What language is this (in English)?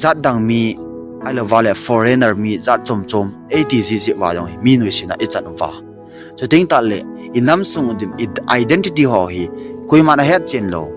Thado Chin